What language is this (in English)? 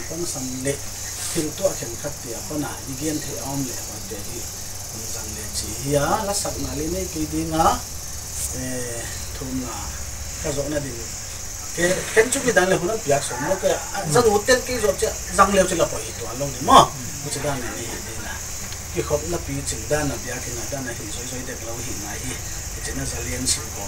Paite Chin